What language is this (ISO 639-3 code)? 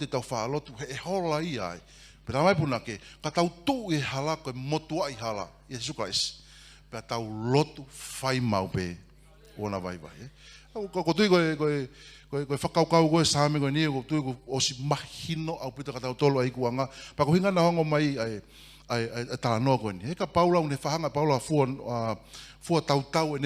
ton